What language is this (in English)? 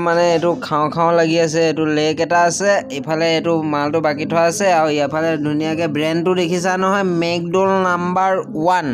Assamese